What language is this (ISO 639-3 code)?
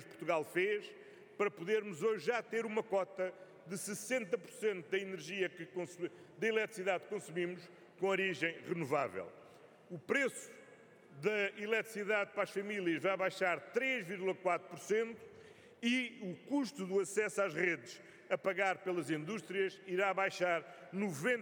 por